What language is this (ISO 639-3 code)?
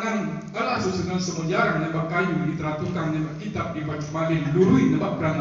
min